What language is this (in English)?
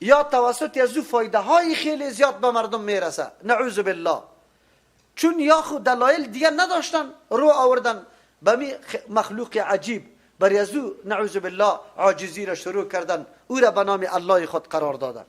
Persian